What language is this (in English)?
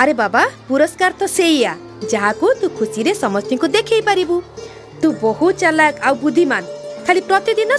Odia